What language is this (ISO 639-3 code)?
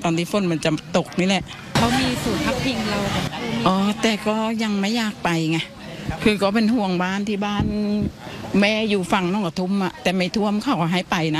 tha